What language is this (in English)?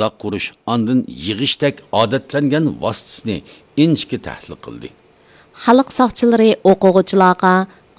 Uyghur